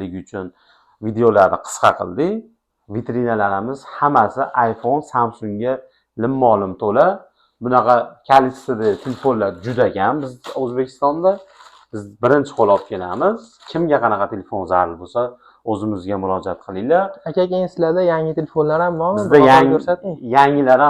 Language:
Uzbek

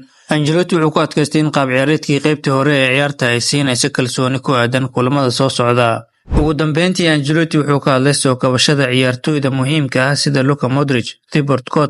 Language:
Somali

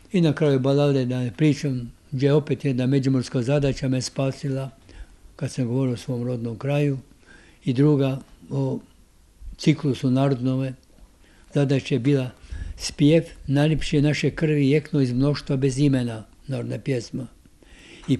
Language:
Croatian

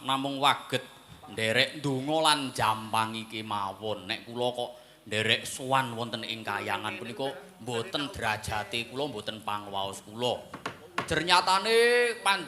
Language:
Javanese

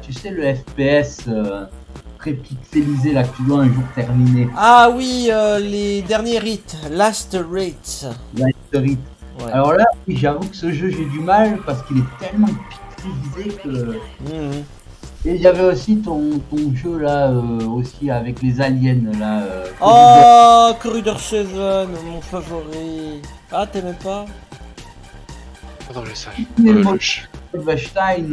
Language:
French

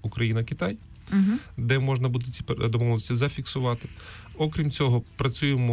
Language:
Ukrainian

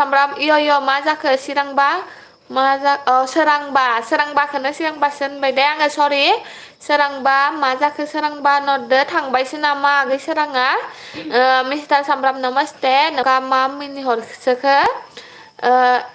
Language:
Bodo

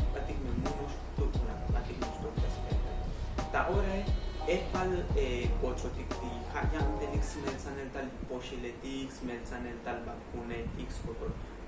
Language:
Tzotzil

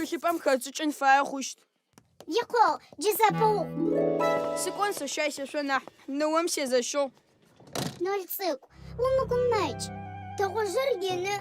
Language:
Adyghe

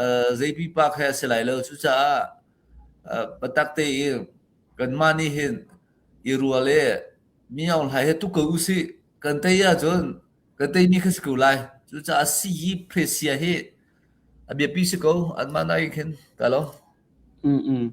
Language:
Hakha Chin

